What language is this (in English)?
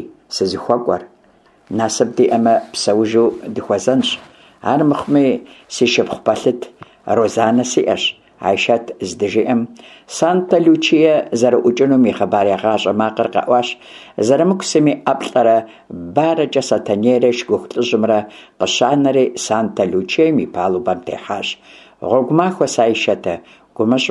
Kabardian